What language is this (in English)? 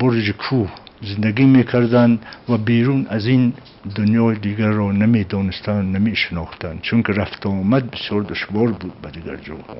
Tajik